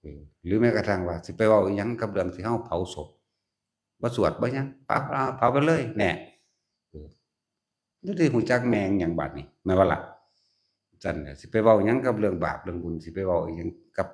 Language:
Northeastern Thai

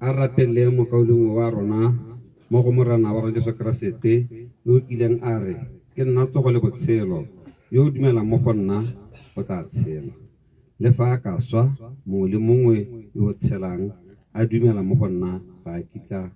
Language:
Tswana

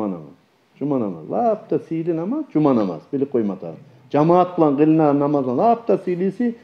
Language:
Kumyk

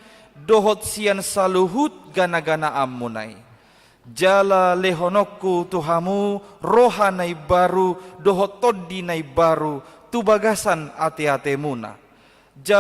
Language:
Batak Toba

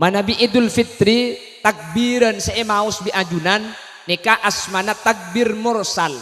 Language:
Madurese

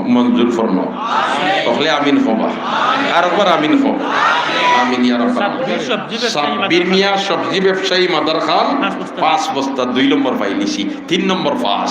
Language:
Sylheti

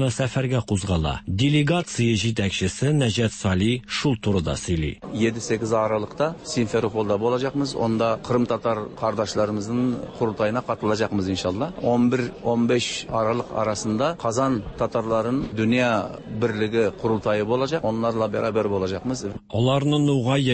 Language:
Tatar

